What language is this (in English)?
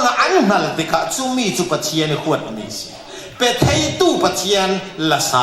Falam Chin